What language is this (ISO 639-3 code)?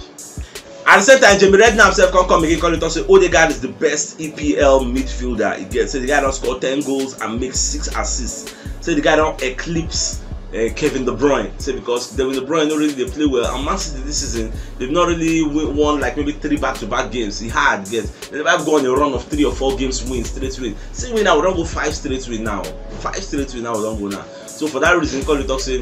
pcm